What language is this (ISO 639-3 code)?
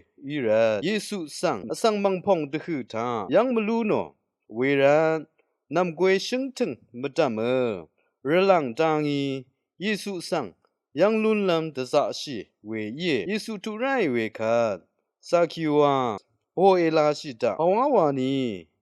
raw